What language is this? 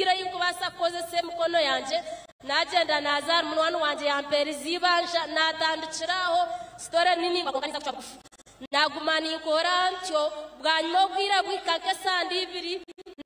Nyankole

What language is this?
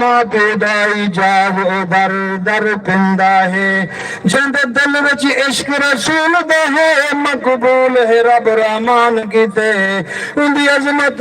Saraiki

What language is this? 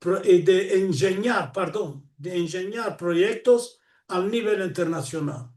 Ladino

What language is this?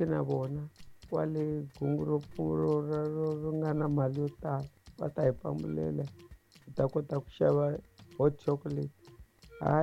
Tsonga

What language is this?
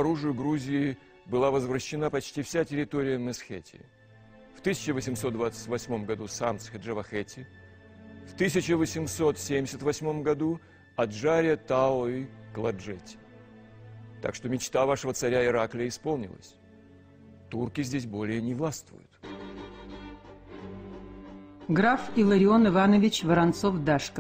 Russian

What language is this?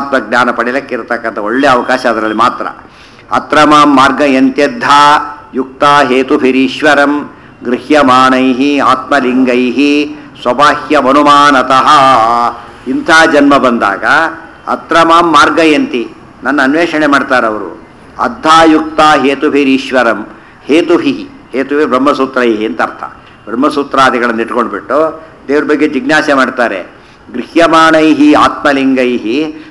Kannada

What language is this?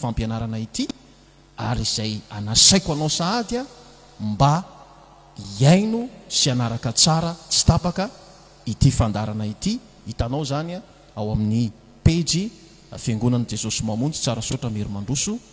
Malagasy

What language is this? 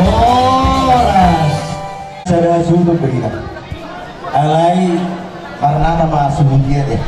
Batak Toba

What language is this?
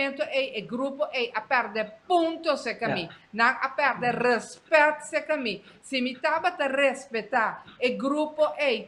Papiamento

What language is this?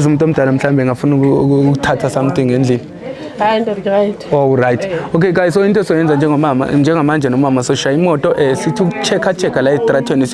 Zulu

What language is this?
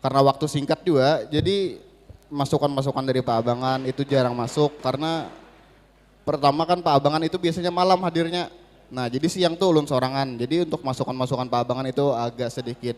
Banjar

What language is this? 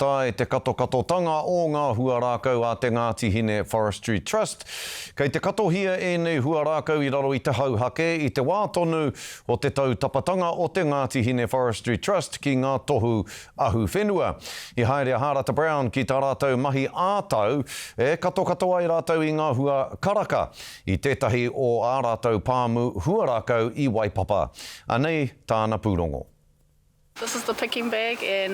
Māori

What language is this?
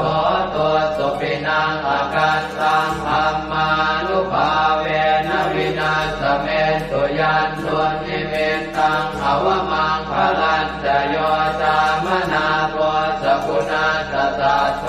Pali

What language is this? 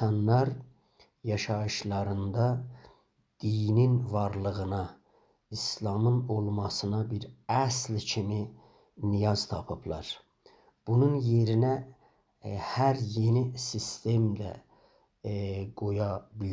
South Azerbaijani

